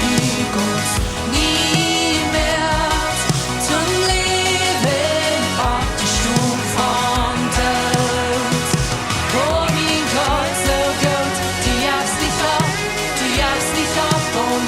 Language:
Plautdietsch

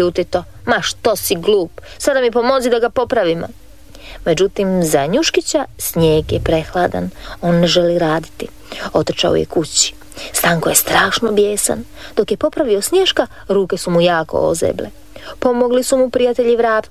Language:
Croatian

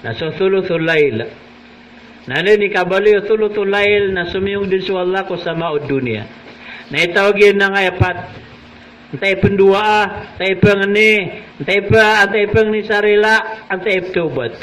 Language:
Maranao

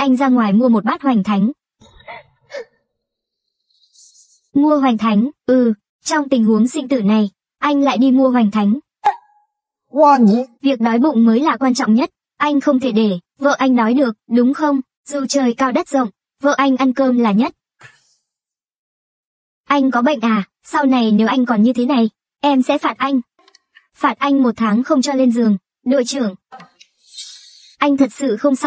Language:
Vietnamese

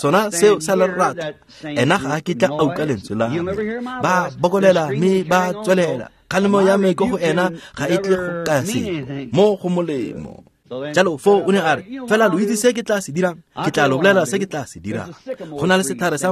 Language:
Tswana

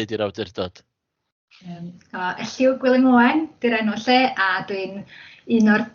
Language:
Welsh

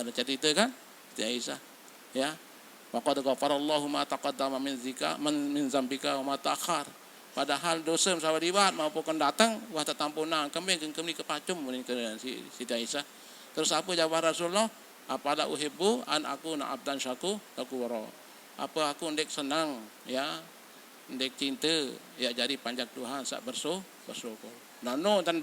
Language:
Sasak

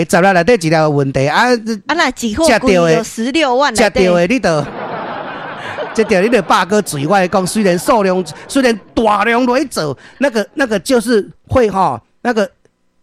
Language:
Min Nan Chinese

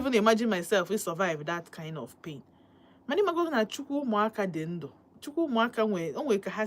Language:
Igbo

